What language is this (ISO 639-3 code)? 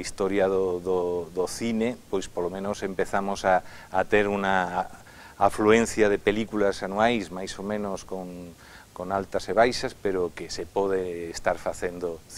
glg